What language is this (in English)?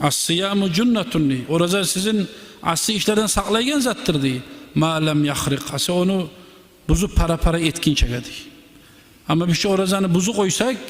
Kumyk